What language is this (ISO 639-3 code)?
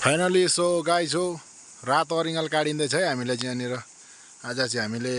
nep